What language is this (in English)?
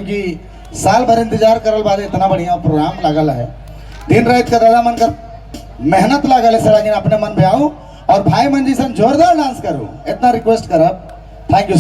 Sadri